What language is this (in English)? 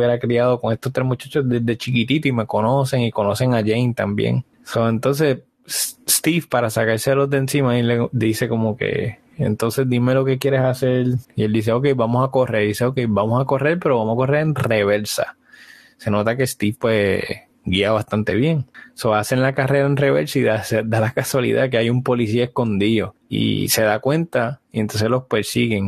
Spanish